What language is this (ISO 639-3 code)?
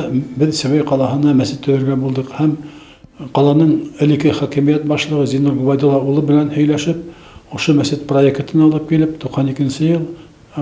bak